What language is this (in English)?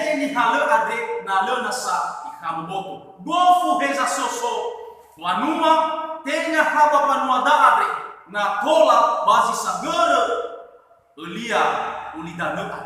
Nias